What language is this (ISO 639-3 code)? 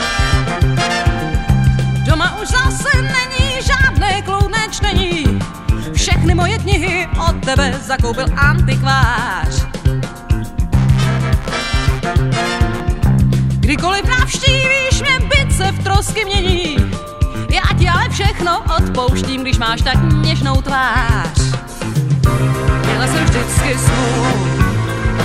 ces